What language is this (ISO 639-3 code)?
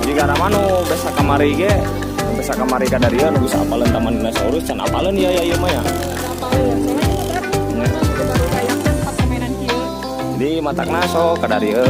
sun